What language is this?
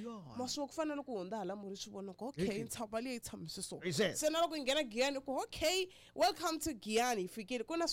Tsonga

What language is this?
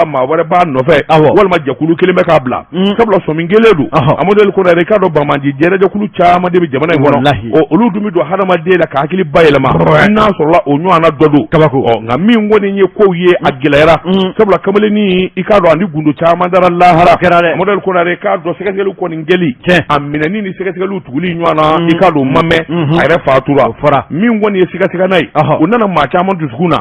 Bambara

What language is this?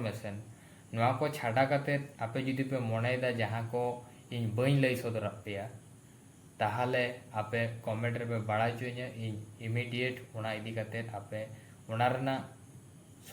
Santali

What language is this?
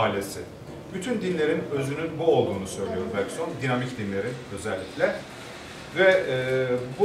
Turkish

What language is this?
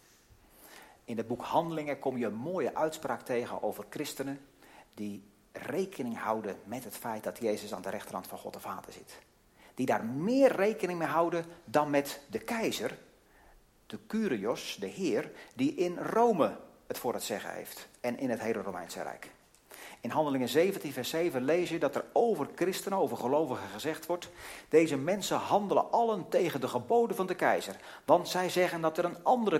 Dutch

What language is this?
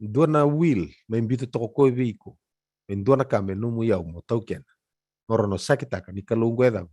Fijian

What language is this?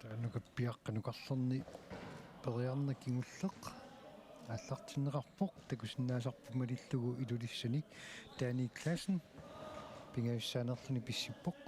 Kalaallisut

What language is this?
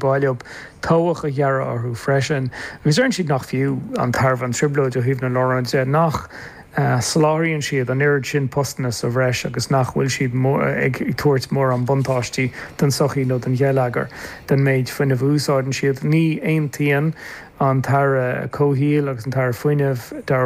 Irish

